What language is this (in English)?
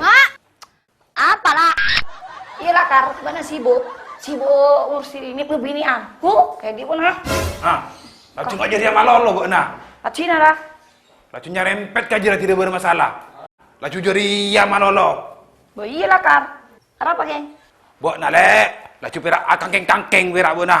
Madurese